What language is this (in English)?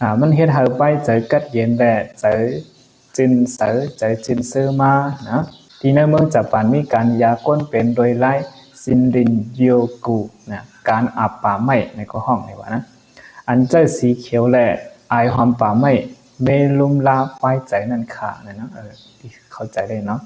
Shan